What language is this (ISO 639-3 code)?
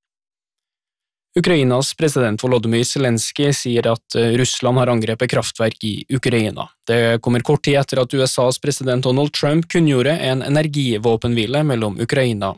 nor